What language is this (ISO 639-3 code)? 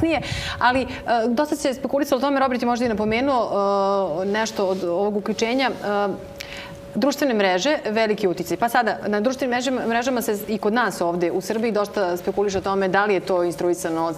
srp